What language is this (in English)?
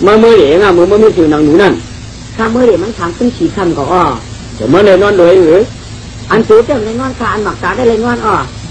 Shan